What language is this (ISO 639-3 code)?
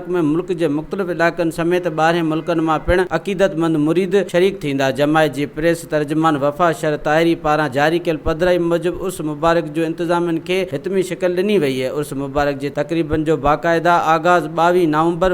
snd